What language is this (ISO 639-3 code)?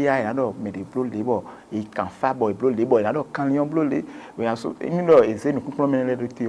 fon